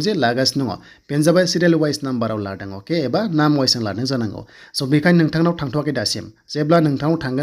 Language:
Bodo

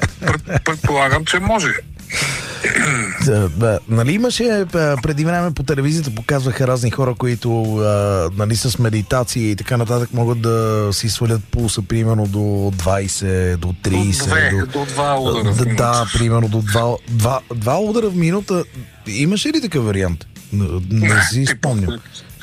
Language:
Bulgarian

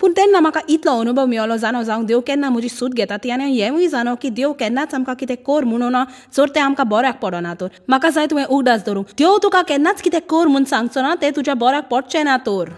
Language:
Konkani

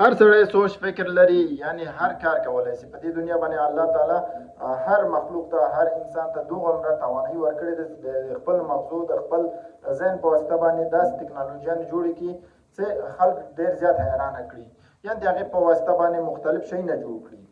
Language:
Pashto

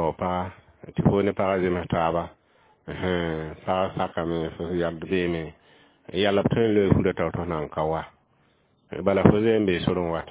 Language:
Mossi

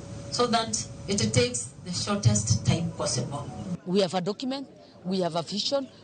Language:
Luo (Kenya and Tanzania)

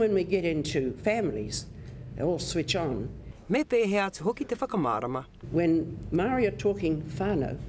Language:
Māori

